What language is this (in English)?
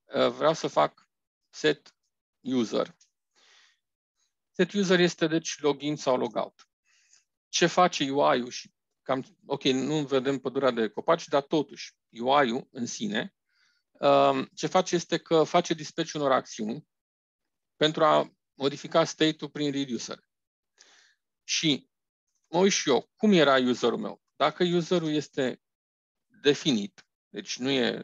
Romanian